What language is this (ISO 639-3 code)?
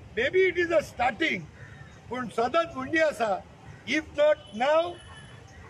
kok